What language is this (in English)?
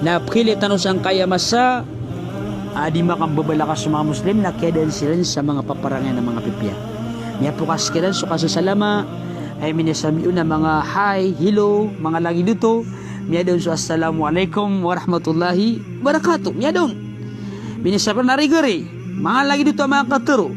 Maranao